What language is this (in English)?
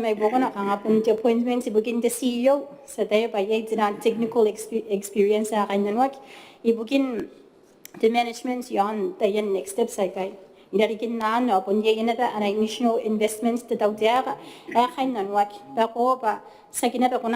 Gilbertese